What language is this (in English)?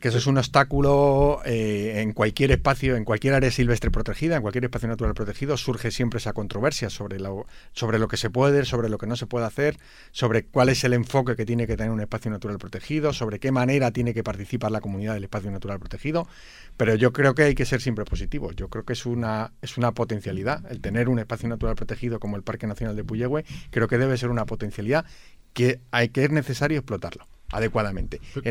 Spanish